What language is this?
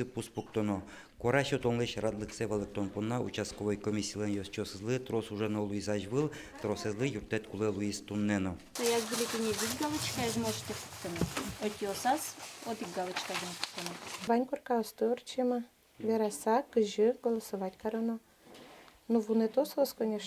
Udmurt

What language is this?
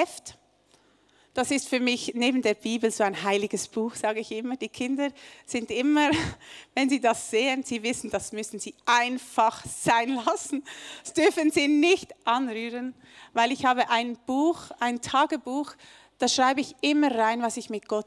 Swiss German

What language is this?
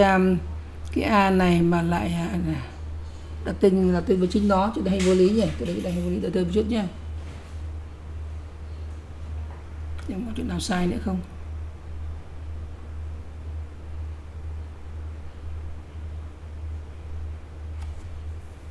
Vietnamese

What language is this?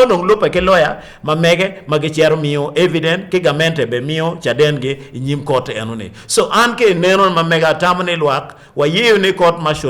Acoli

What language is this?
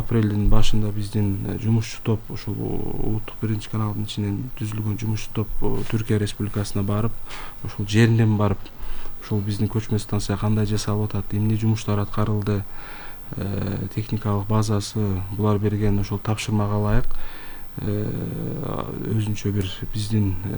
Kyrgyz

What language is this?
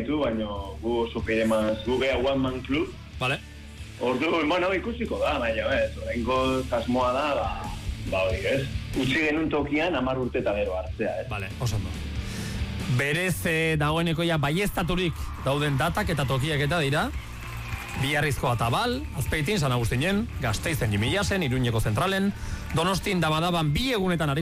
Basque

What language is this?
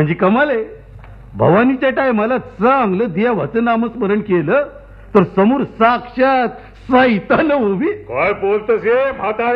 Marathi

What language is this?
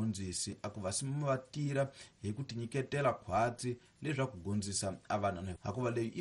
Tsonga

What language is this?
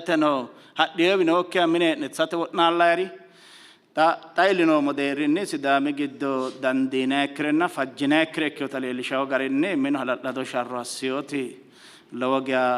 Sidamo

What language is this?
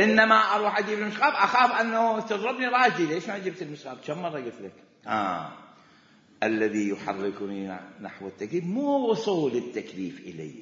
Mesopotamian Arabic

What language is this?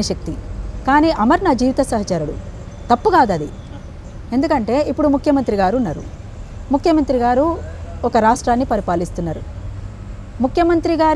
Telugu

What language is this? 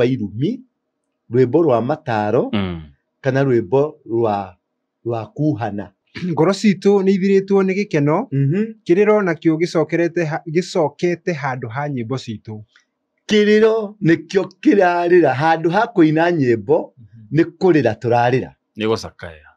Kikuyu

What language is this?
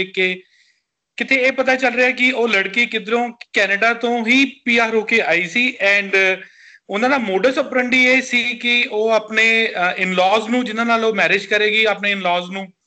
Punjabi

